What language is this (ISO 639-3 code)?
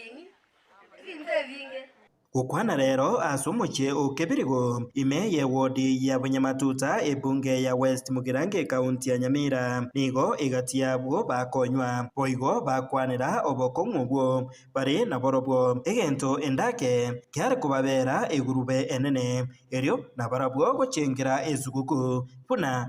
guz